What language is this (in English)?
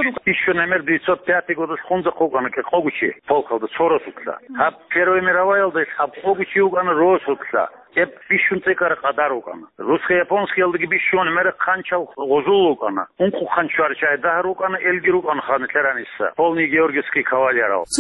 Avaric